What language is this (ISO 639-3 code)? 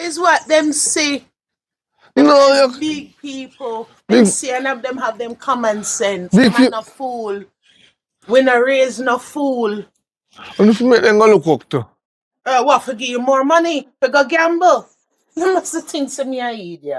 jam